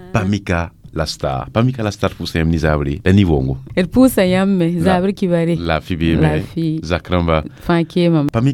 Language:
Mossi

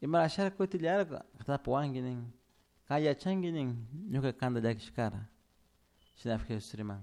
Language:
Chimborazo Highland Quichua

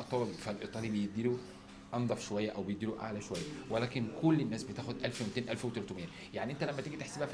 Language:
Egyptian Arabic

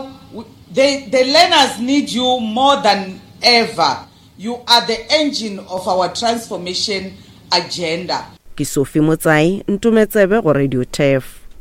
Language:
Northern Sotho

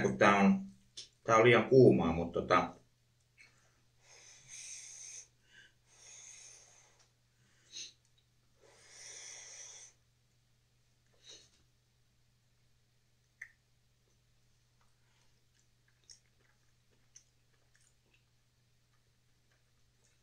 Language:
Finnish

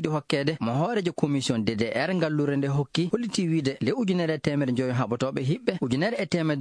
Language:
Fula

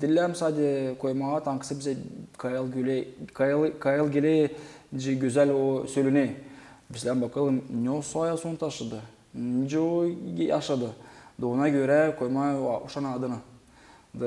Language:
Gagauz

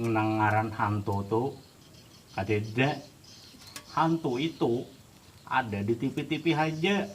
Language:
Banjar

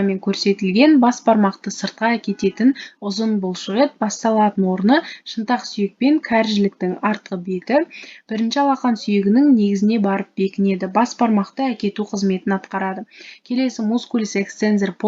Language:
Kazakh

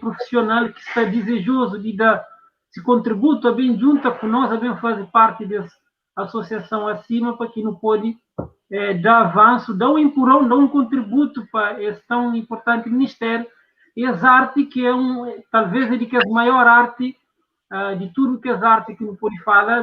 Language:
Kabuverdianu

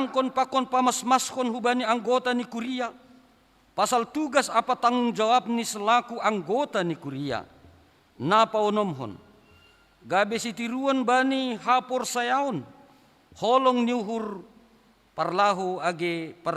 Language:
Batak Simalungun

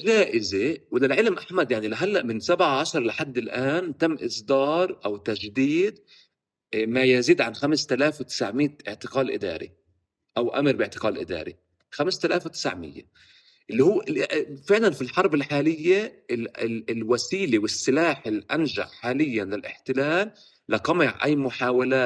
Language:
North Levantine Arabic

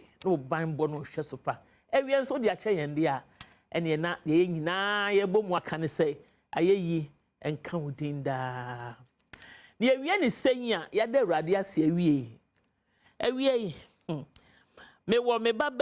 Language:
Akan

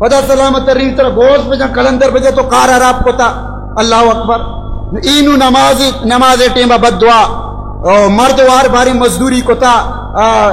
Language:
Baluchi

